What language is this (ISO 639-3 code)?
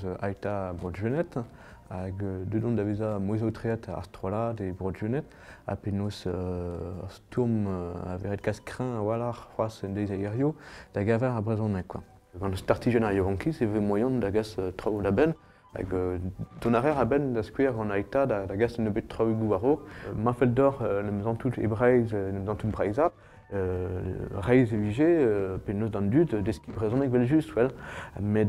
bre